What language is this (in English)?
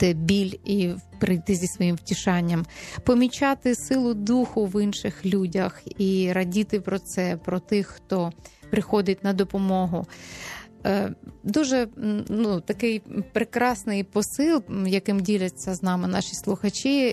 Ukrainian